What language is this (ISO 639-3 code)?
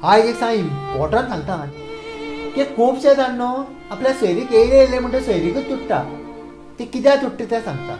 kok